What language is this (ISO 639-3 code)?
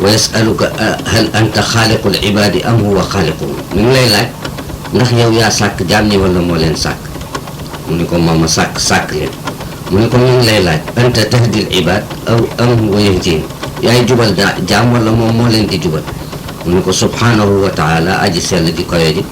wol